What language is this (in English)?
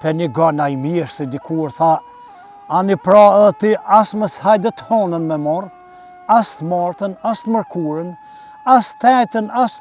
Albanian